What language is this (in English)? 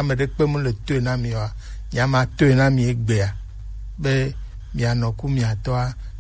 Gen